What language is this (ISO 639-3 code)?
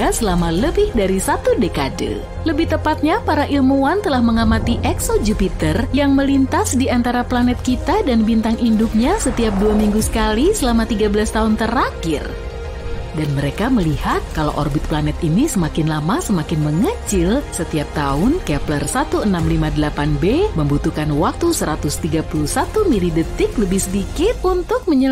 ind